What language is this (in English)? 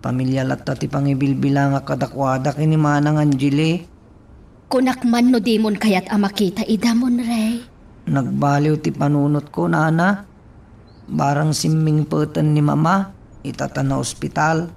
Iloko